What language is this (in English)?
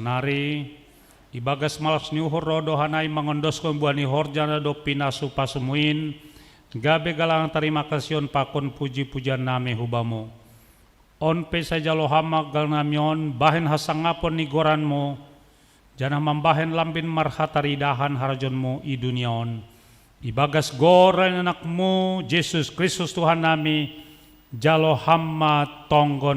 Batak Simalungun